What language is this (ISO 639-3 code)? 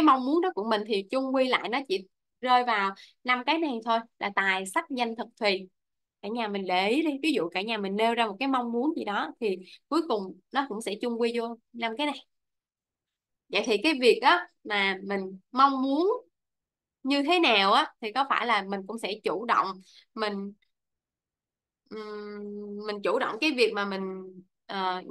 vie